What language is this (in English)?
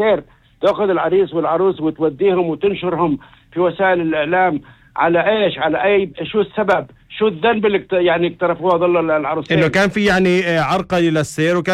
North Levantine Arabic